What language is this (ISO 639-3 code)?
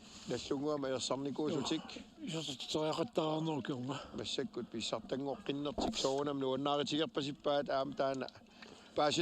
kal